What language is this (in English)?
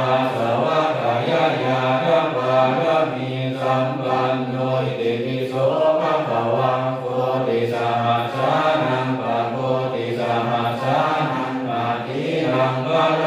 Pali